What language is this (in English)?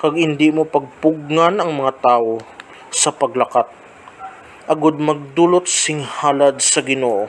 Hiligaynon